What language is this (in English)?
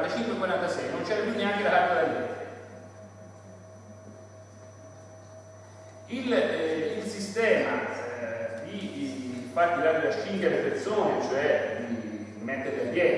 Italian